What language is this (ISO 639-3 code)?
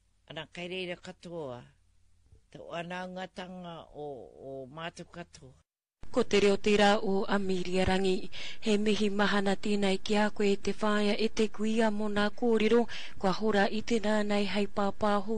mri